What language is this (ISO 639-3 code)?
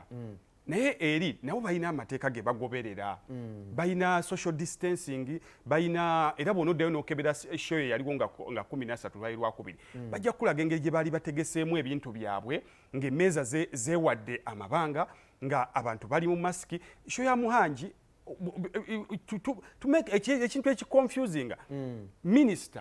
lug